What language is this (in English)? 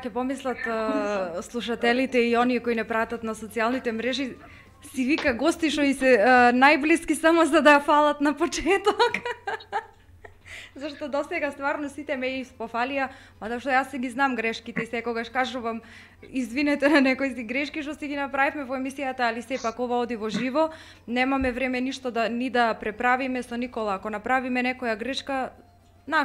Macedonian